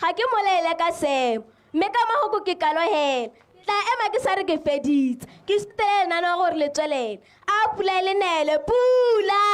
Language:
Tswana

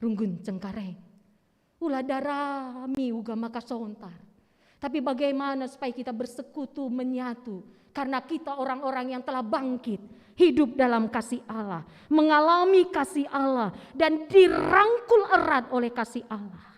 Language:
Batak Karo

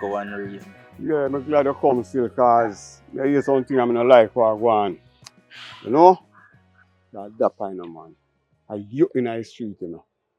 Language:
Jamaican Creole English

